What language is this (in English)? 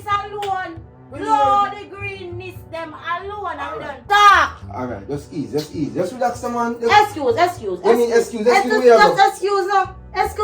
Jamaican Creole English